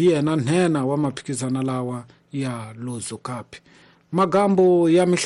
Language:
Tsonga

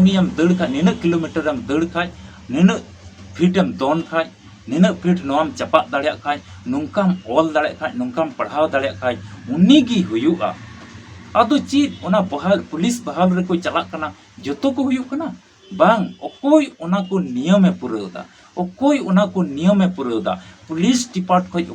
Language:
Santali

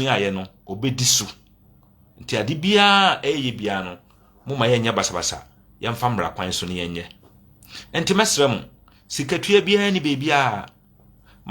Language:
Akan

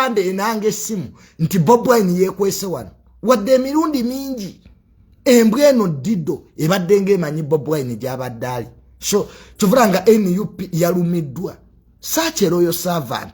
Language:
Ganda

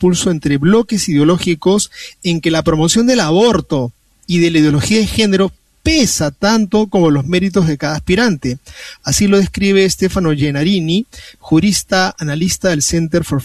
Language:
Spanish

